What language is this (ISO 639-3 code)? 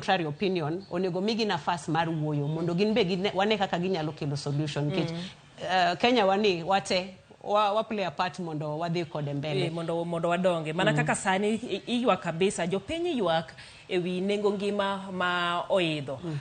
luo